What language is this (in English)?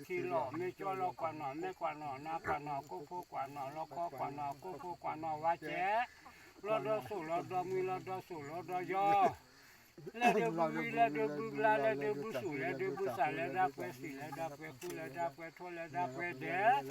S'gaw Karen